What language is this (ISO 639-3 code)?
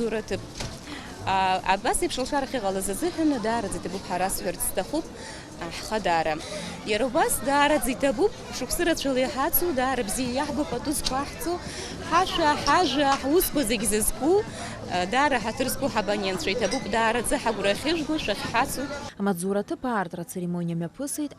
abk